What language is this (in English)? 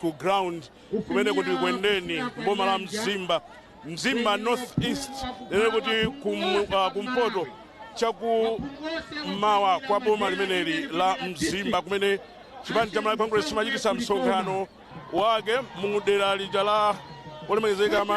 Nyanja